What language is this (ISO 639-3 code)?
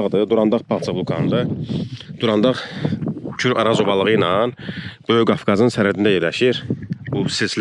aze